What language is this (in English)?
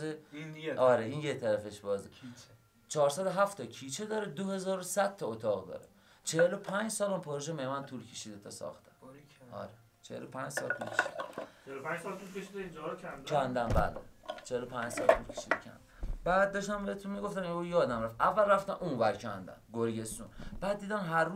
Persian